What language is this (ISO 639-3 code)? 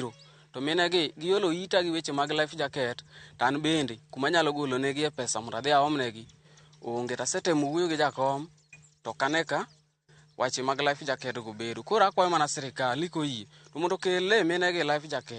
luo